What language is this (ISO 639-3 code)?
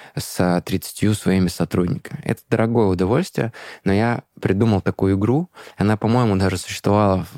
rus